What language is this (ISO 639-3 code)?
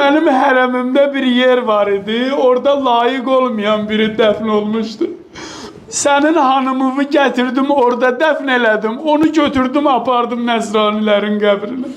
aze